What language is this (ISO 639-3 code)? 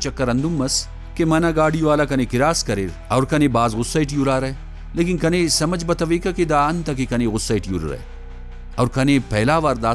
brh